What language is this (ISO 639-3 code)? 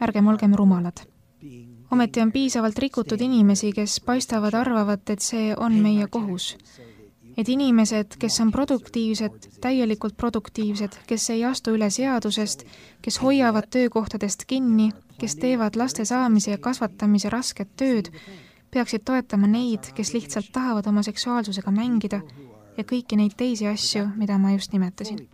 est